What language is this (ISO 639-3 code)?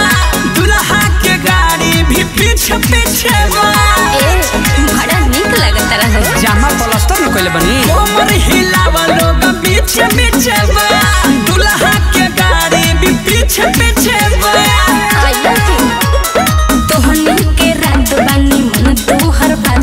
bho